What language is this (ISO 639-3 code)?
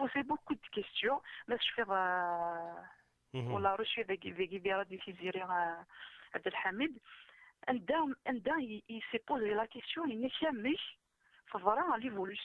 kab